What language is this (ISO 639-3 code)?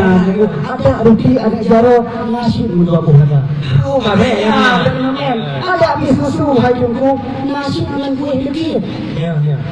ace